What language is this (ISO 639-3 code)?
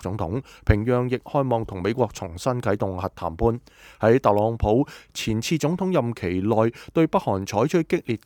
yue